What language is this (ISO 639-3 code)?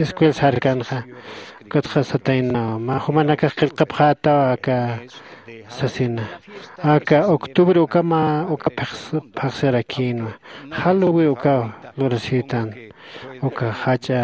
aym